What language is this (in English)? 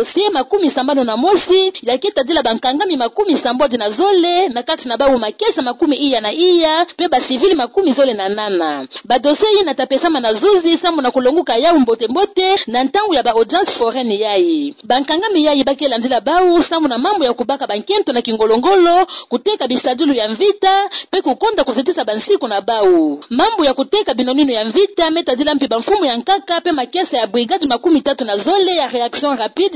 Kituba (Democratic Republic of Congo)